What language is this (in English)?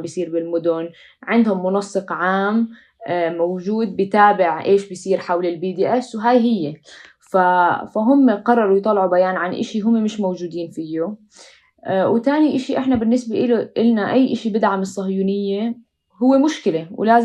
North Levantine Arabic